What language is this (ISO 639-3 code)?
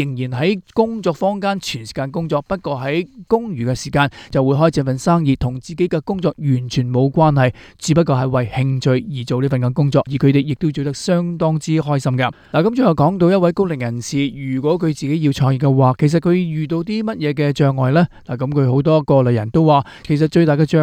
yue